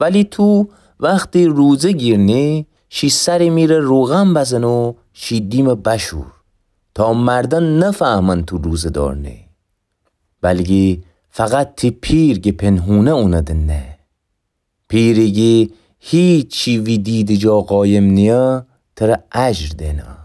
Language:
Gilaki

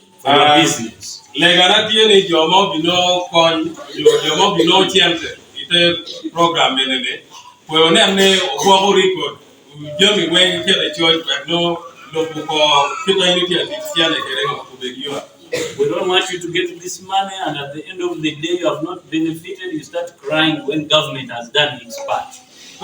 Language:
Acoli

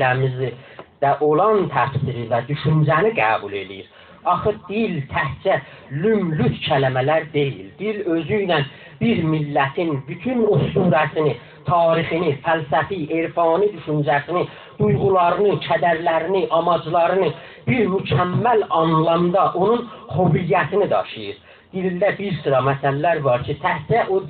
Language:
South Azerbaijani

